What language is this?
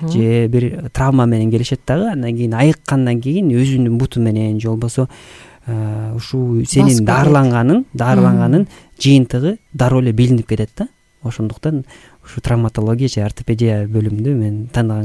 Kyrgyz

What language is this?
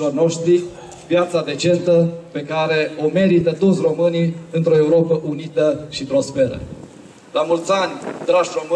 Romanian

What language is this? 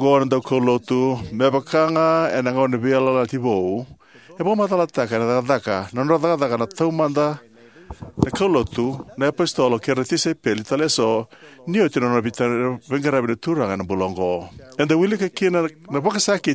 Fijian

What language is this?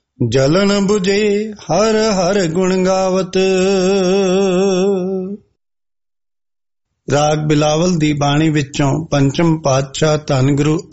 Punjabi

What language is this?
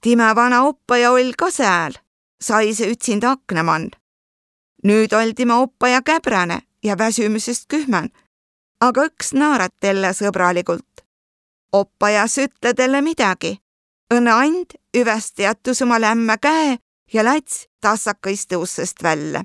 Võro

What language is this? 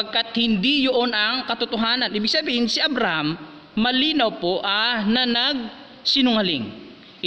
Filipino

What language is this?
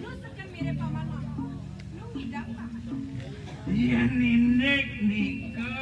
Balinese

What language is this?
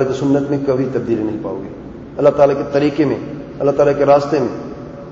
Urdu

